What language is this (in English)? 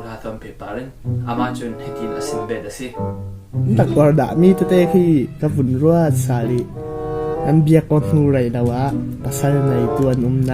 Falam Chin